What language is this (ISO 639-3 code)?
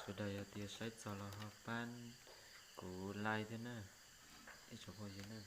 hmn